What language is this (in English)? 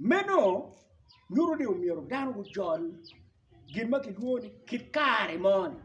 Acoli